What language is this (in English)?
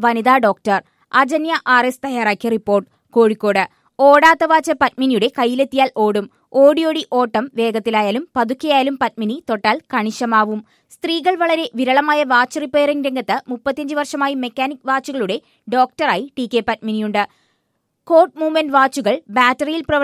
Malayalam